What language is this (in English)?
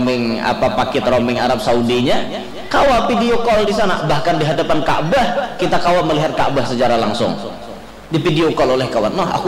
Banjar